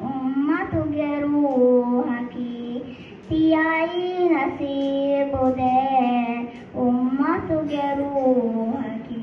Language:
Divehi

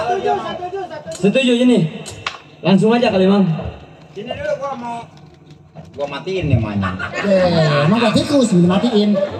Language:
Betawi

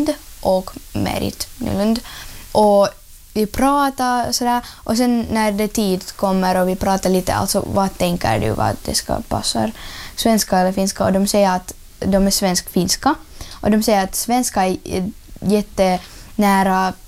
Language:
Swedish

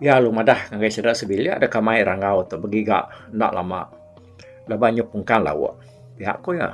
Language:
Iban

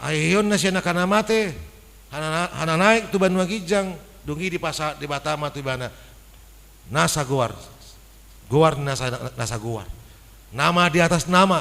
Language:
Batak Toba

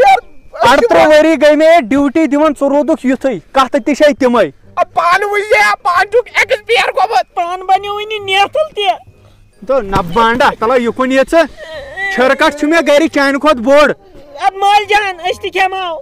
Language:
Kashmiri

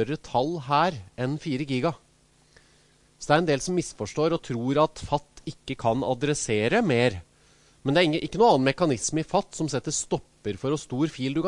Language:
Norwegian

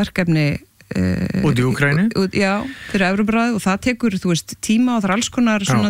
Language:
Icelandic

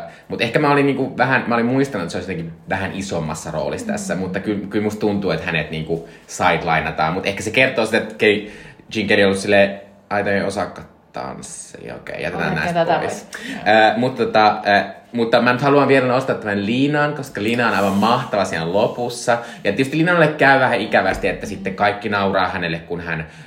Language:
Finnish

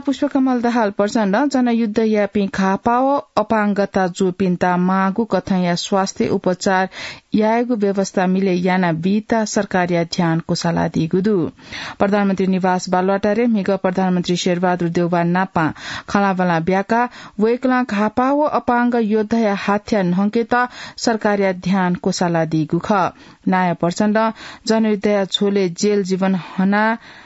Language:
Newari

